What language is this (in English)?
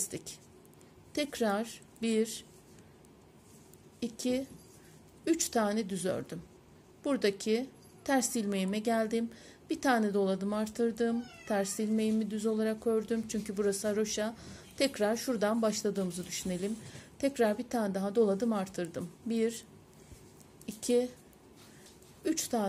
Turkish